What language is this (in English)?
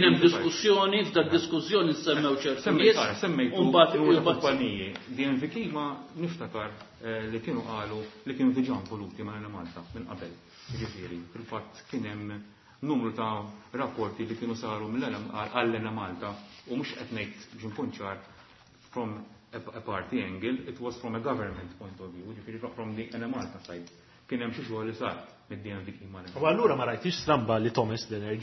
Maltese